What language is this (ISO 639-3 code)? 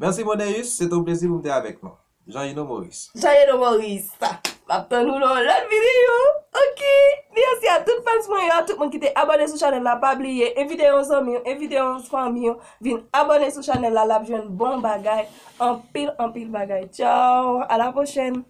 hat